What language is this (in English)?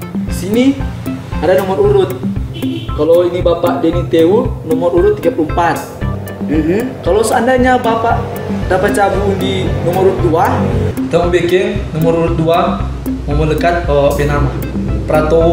Manado Malay